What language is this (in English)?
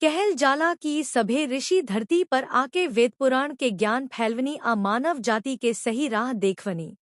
Bhojpuri